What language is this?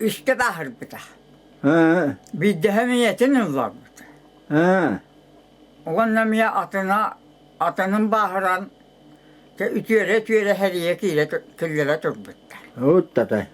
Yakut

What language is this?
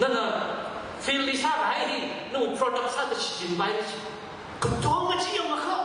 Tangkhul Naga (India)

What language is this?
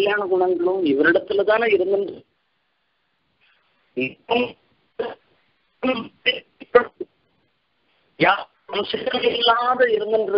Tamil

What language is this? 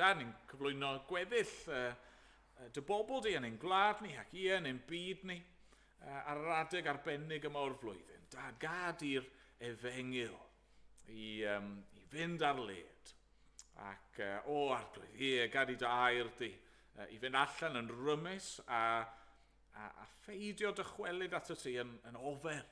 Welsh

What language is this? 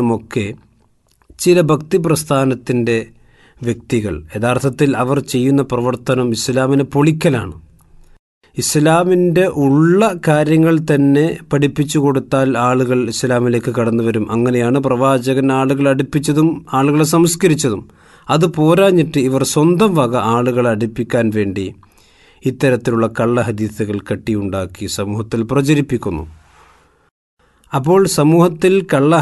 Malayalam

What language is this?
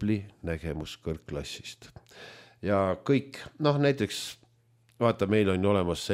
Estonian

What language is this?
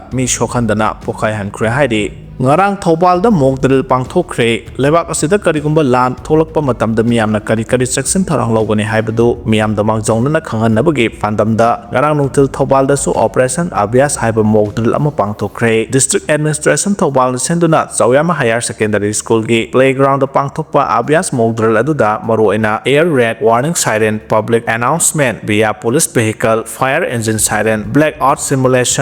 Manipuri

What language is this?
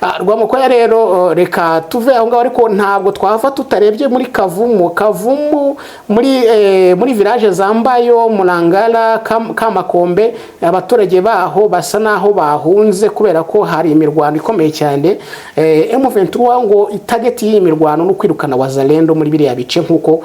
Kinyarwanda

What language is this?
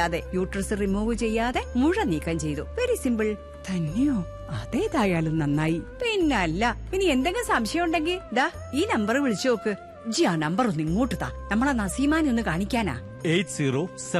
Malayalam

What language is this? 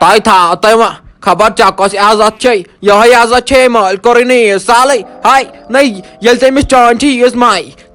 Kashmiri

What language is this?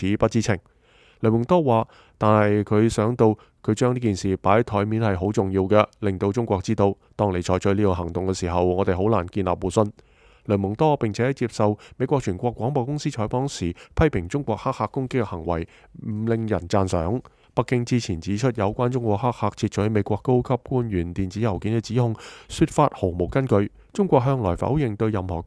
Cantonese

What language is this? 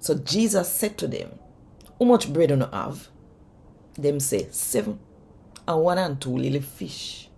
Jamaican Creole English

